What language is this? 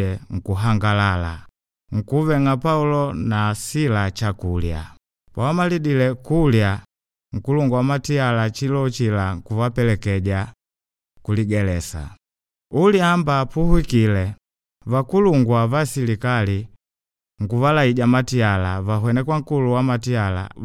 Makonde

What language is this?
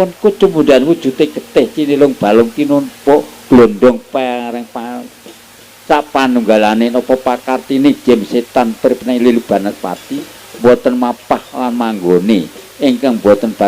Javanese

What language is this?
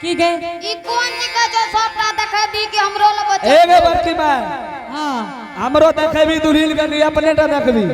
Angika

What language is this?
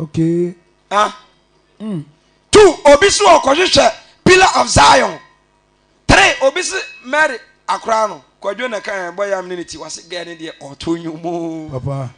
Akan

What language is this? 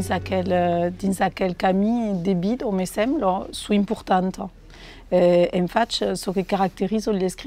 Occitan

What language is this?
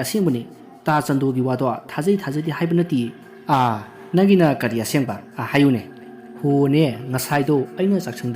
Manipuri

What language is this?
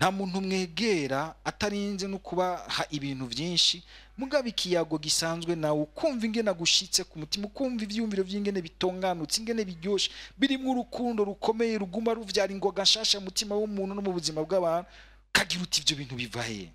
Rundi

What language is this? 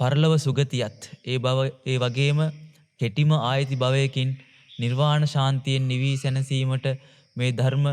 Sinhala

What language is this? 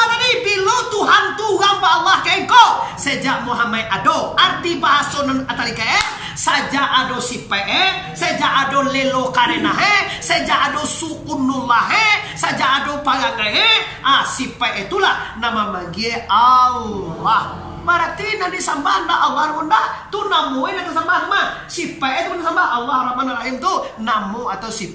Minangkabau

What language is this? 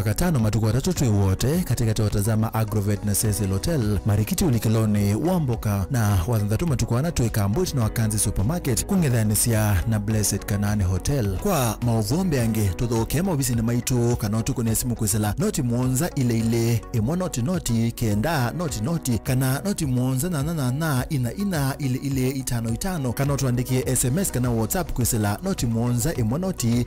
Kamba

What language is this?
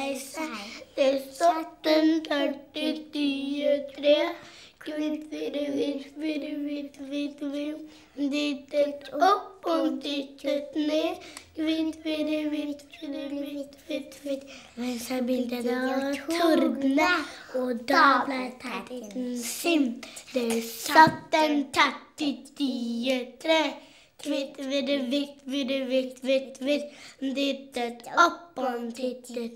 Norwegian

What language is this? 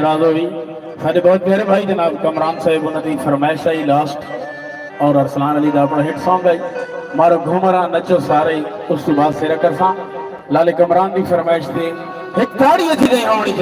Saraiki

